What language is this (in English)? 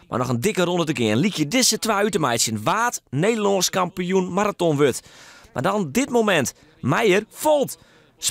Western Frisian